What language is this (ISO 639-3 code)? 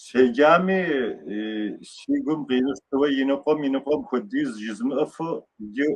kbd